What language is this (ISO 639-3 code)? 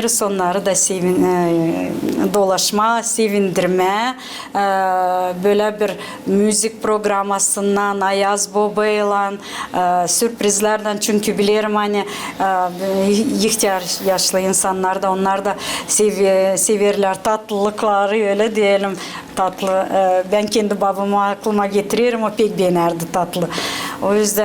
gag